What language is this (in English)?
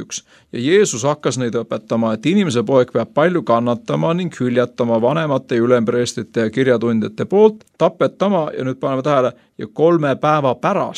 Estonian